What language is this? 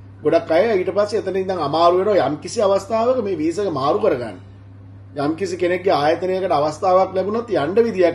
Sinhala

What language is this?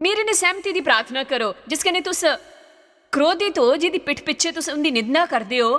Dogri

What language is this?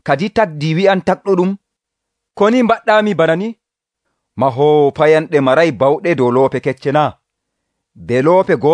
Nigerian Fulfulde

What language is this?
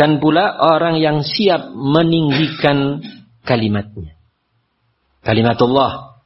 Indonesian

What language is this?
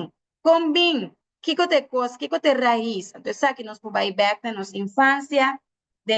Papiamento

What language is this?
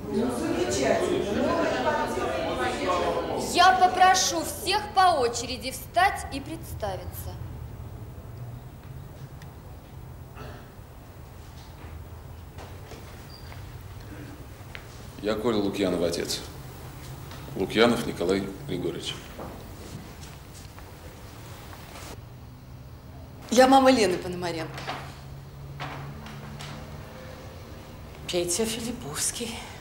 Russian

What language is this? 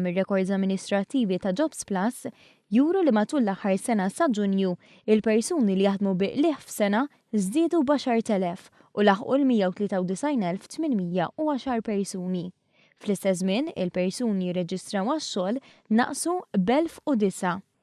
Maltese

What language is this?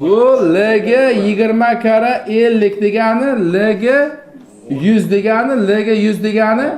Uzbek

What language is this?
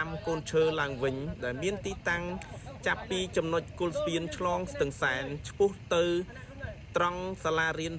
Khmer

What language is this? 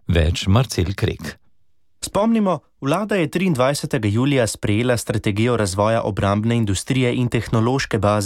Slovenian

